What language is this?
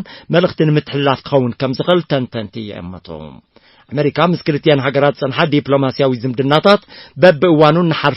Tigrinya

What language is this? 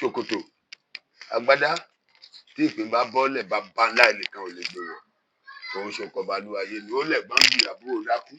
Yoruba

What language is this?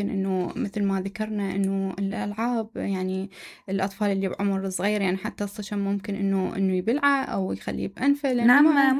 Mesopotamian Arabic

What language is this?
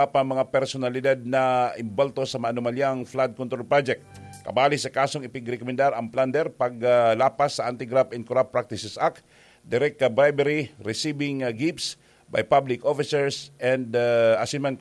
Bikol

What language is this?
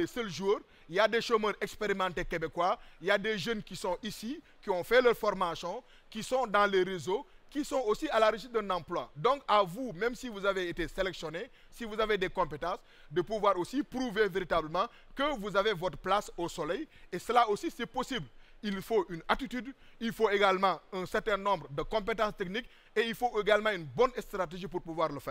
French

